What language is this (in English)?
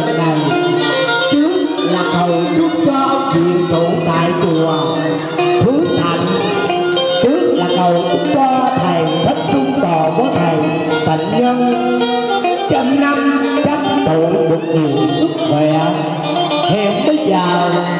Vietnamese